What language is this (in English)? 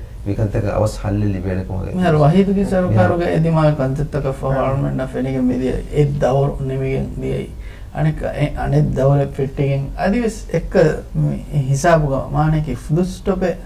Divehi